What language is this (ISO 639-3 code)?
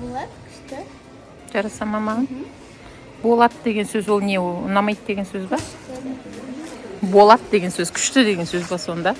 kaz